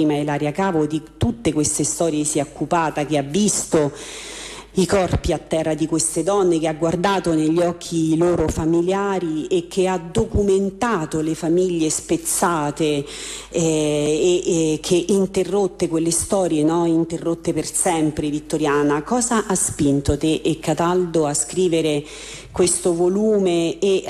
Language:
Italian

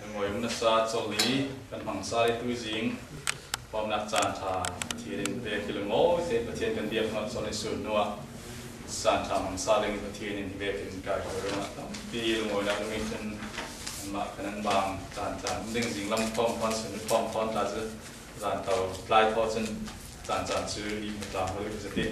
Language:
Falam Chin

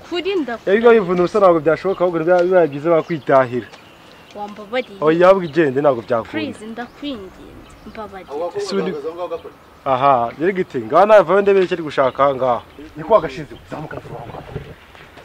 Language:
Kinyarwanda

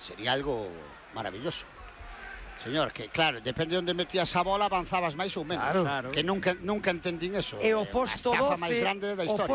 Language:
Galician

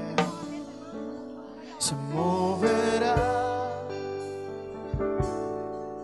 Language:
Spanish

